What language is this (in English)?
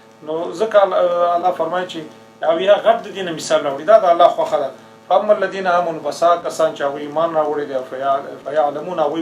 Pashto